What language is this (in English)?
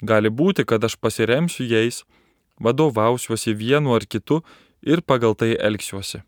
Lithuanian